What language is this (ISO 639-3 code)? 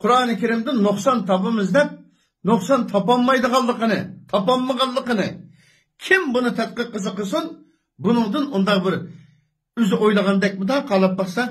uig